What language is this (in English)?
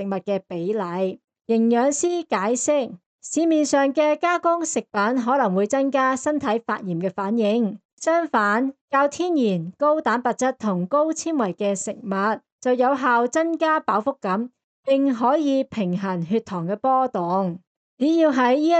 Cantonese